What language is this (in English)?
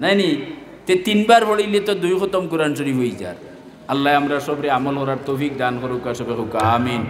Sylheti